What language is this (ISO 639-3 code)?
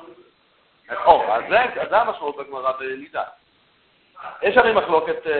heb